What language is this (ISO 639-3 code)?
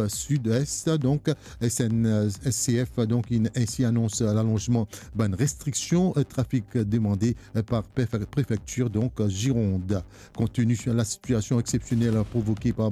mfe